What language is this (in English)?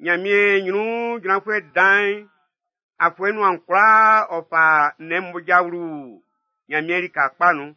Baoulé